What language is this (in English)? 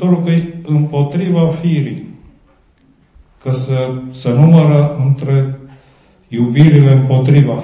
Romanian